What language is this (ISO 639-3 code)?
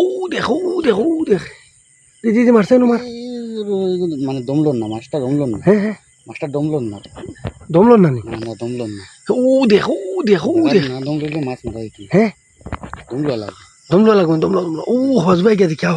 syl